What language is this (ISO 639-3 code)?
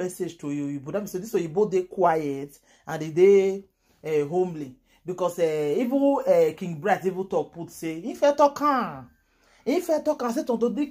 pcm